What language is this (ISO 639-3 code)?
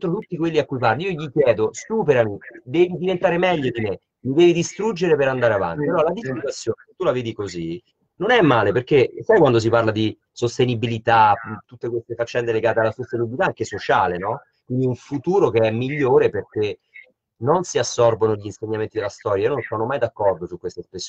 ita